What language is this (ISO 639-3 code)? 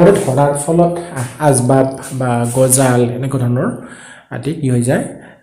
asm